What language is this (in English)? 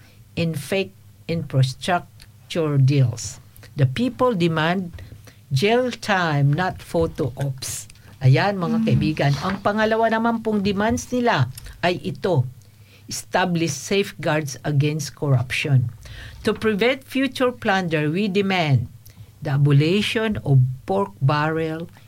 Filipino